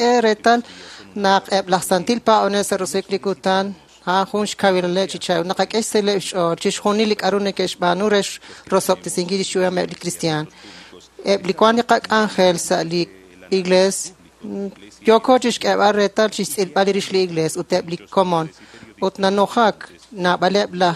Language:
Kekchí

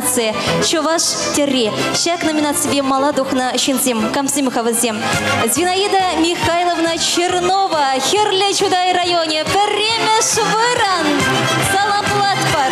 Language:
Chuvash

